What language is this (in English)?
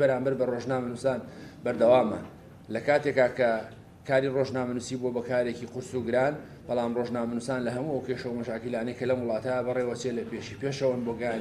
Central Kurdish